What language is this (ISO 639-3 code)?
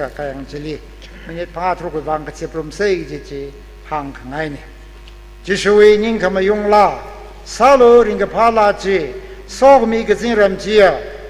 nmf